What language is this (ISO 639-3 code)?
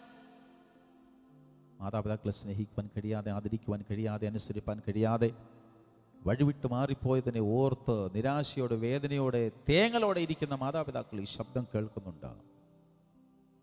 mal